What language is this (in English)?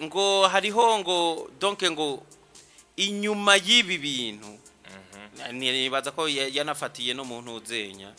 Rundi